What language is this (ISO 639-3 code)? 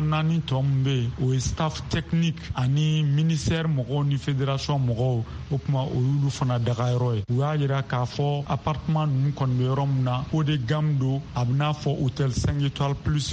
bam